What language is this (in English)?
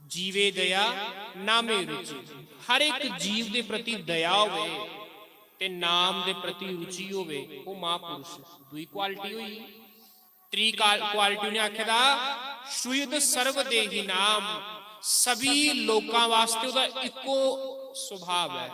Dogri